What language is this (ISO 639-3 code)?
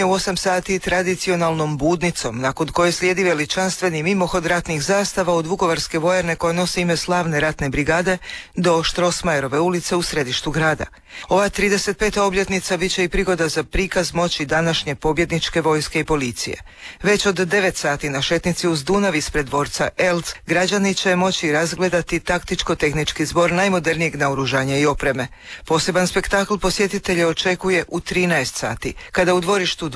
hrv